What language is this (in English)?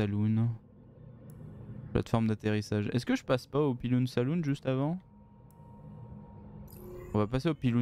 French